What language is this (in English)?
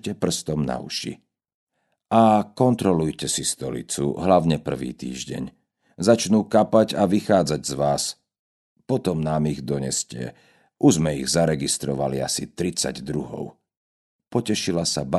Slovak